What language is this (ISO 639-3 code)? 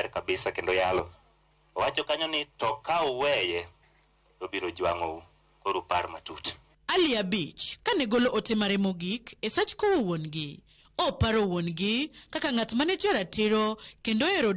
luo